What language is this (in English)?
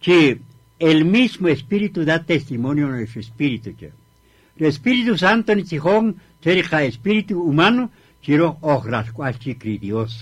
Kaqchikel